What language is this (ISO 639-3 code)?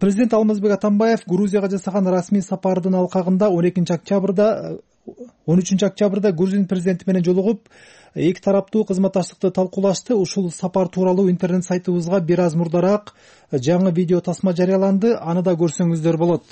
kir